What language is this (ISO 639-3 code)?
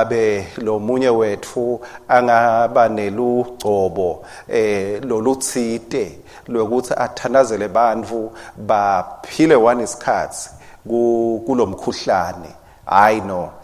ssw